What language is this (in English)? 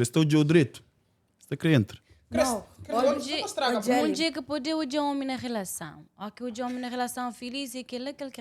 Kabuverdianu